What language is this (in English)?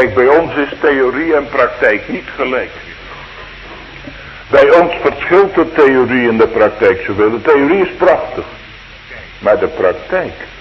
Dutch